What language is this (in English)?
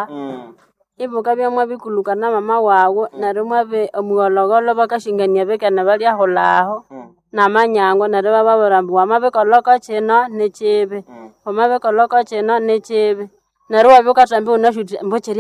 Nande